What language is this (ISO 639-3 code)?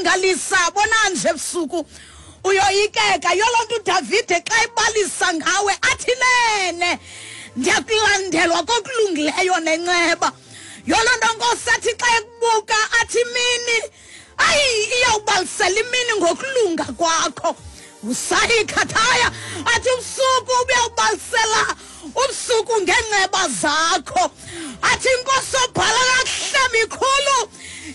xho